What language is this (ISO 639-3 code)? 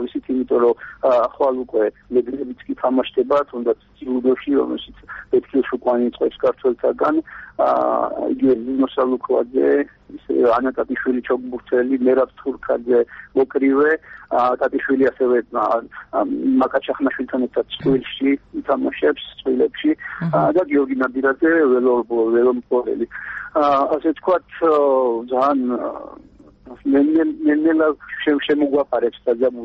kat